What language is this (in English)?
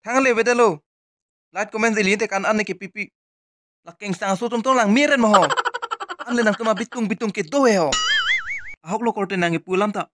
Karbi